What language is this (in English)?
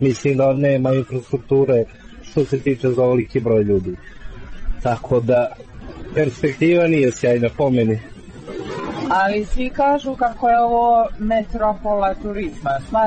Croatian